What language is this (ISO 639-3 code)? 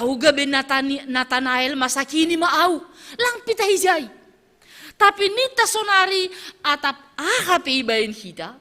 bts